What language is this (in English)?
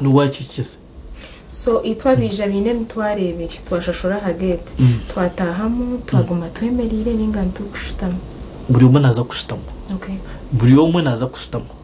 Nyankole